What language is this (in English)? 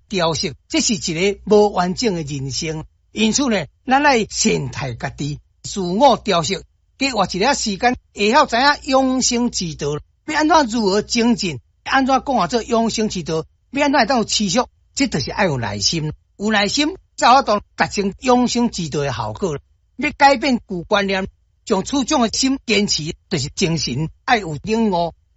Min Nan Chinese